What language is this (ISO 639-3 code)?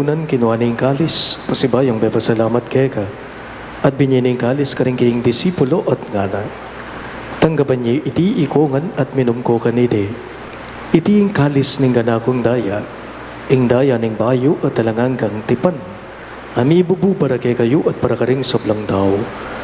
pam